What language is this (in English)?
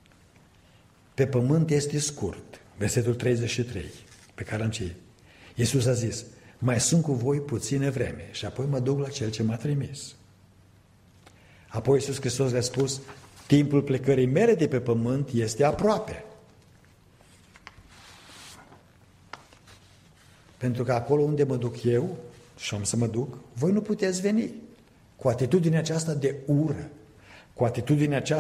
Romanian